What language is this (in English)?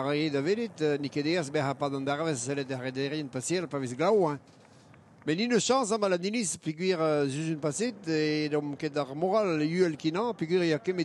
Breton